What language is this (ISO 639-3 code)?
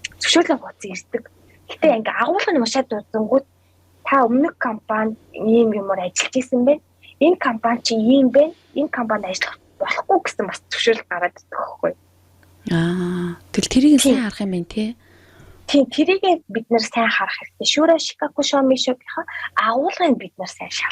mon